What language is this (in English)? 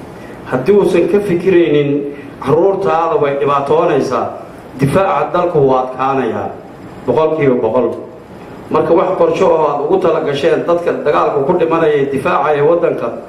Somali